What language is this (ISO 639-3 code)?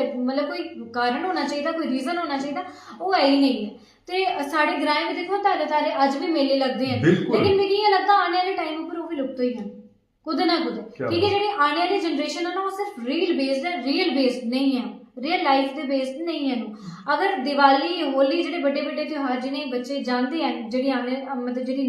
doi